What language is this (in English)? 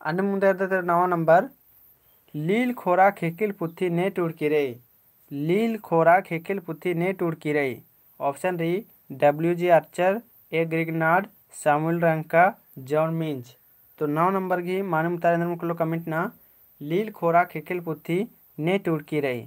Kurukh